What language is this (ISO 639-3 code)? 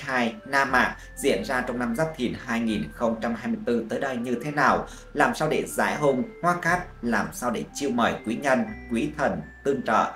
vie